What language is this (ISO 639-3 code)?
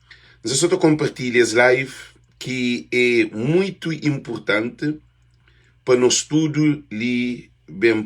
kea